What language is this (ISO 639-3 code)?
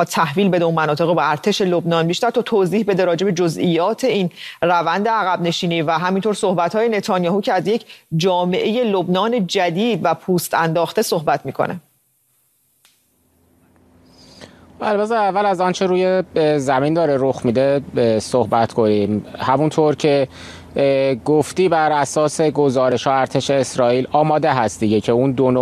fas